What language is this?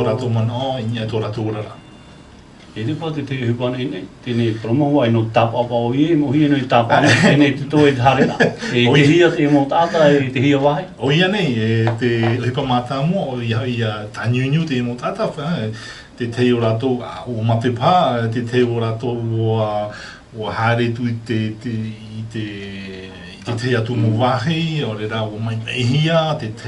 Tahitian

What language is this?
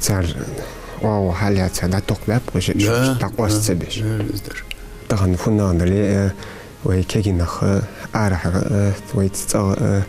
Ingush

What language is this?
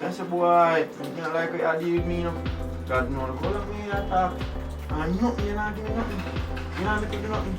Jamaican Creole English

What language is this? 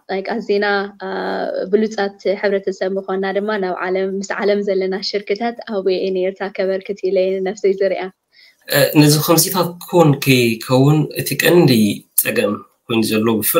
Tigrinya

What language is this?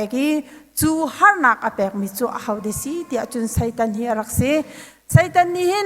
Hakha Chin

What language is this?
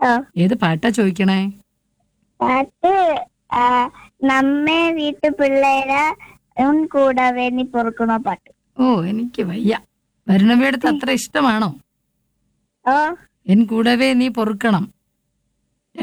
Malayalam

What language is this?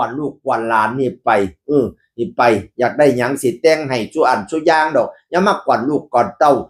Northeastern Thai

